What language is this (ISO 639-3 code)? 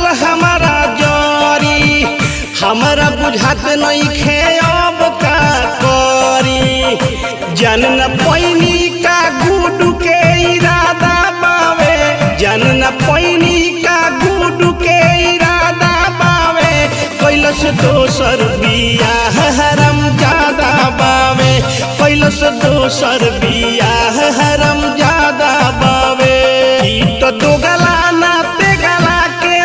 bho